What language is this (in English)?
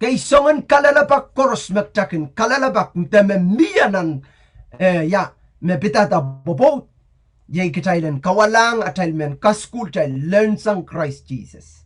Pohnpeian